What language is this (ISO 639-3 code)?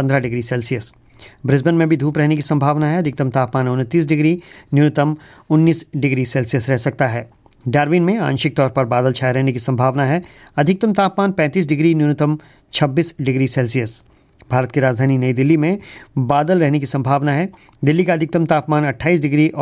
hin